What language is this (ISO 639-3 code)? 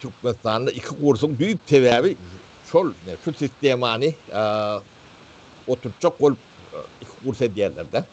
tuk